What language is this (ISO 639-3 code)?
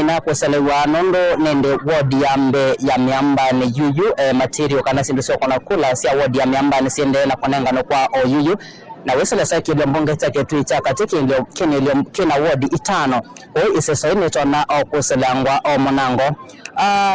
kam